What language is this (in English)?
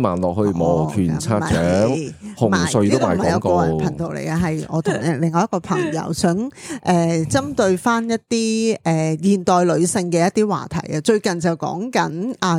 Cantonese